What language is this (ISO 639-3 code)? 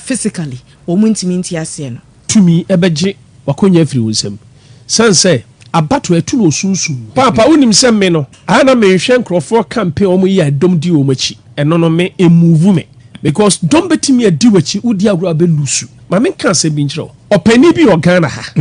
aka